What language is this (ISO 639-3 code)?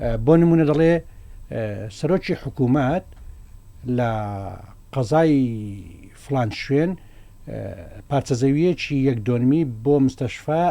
ckb